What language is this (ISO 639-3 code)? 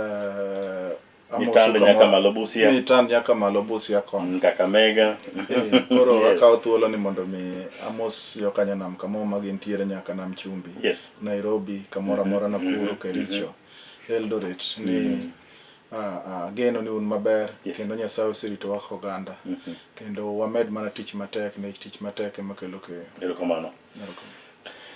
luo